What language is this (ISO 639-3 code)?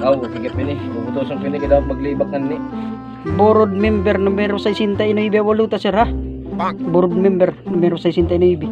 war